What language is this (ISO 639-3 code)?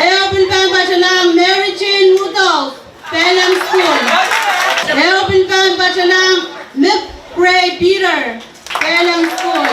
pon